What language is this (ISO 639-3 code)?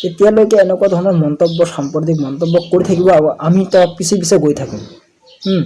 asm